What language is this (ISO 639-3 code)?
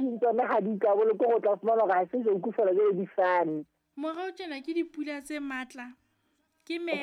sot